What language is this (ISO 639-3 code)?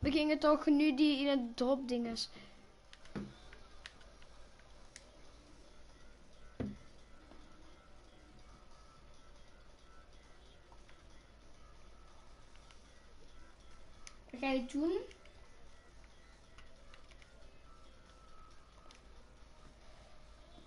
nld